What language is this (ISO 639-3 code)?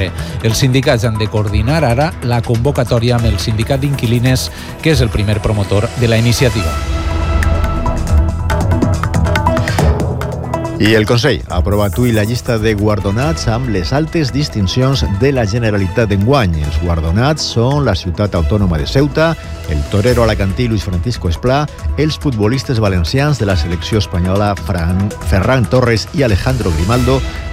cat